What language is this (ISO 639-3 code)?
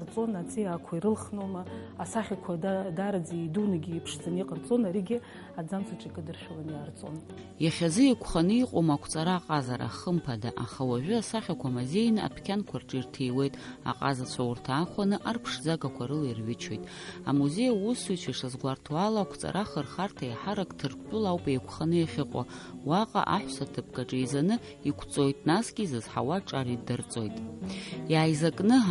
abk